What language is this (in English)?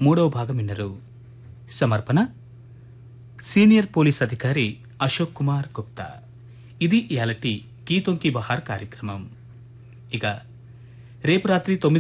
Telugu